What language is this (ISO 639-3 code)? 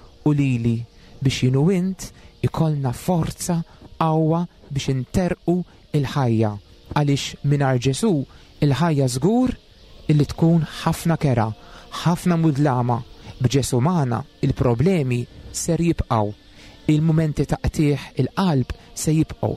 mlt